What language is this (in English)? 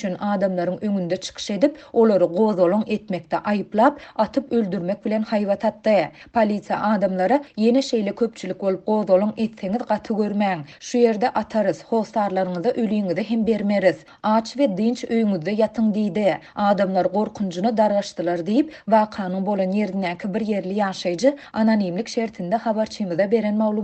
Turkmen